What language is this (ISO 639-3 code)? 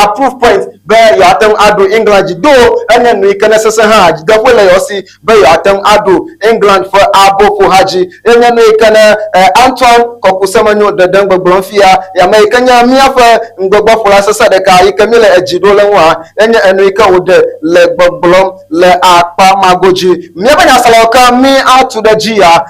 ewe